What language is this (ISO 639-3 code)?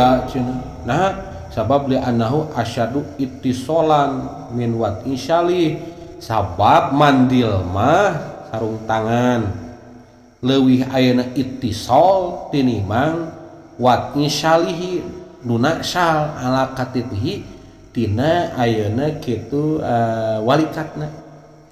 sun